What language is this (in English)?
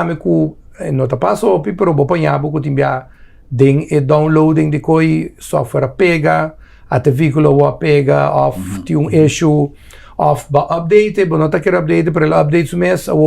Papiamento